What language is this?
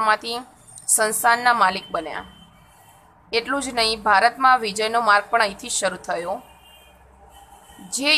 Gujarati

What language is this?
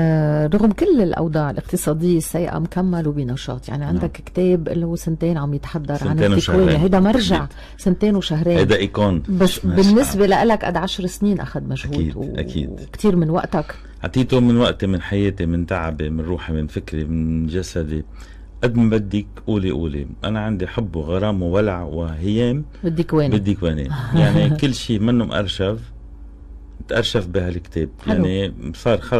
North Levantine Arabic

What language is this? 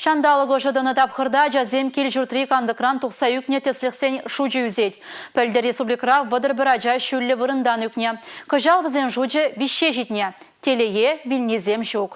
Chuvash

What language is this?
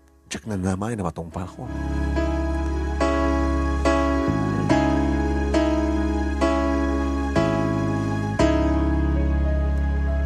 Iloko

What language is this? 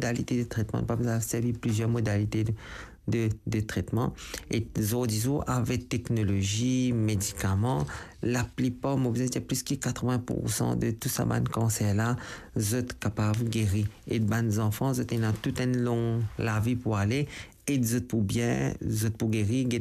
Morisyen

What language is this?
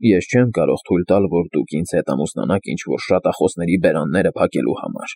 Armenian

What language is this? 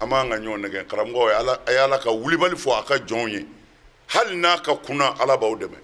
Bambara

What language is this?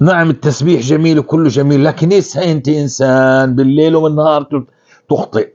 North Levantine Arabic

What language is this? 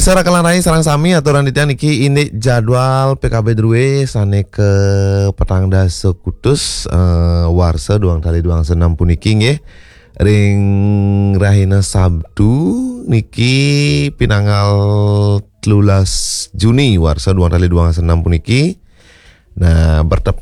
Balinese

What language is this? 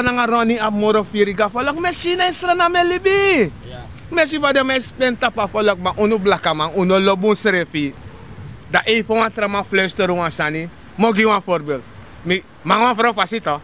Sranan Tongo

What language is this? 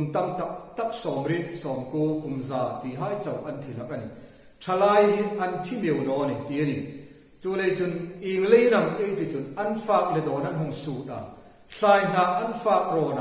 Hmar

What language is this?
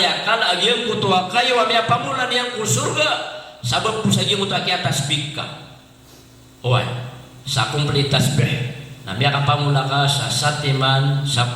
Maranao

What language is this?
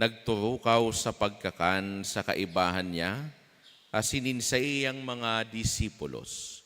Bikol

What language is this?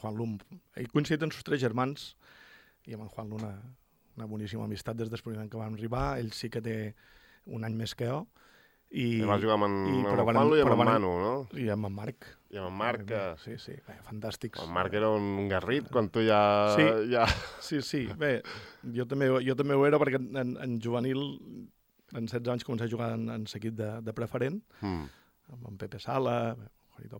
Catalan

